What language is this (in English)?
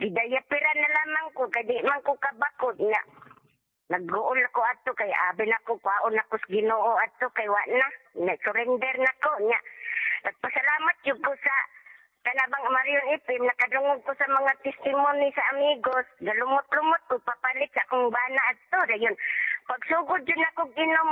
Cebuano